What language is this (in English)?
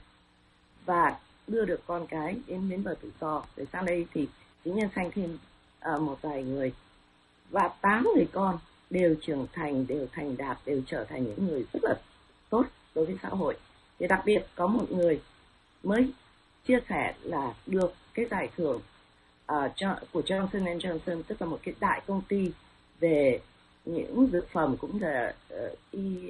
Vietnamese